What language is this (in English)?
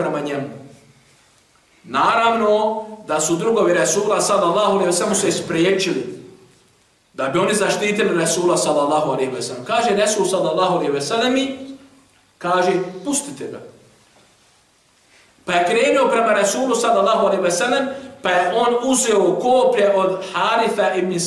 Bosnian